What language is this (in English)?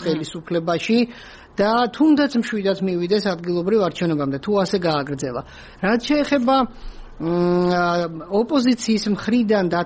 Georgian